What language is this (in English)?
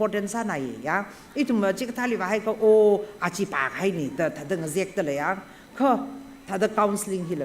Tangkhul Naga (India)